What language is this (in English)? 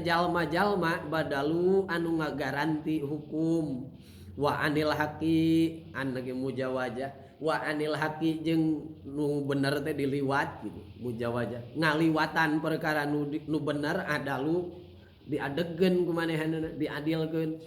Sundanese